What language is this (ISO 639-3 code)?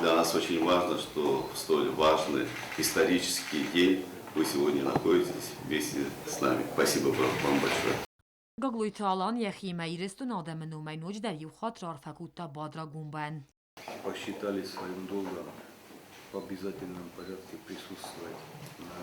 oss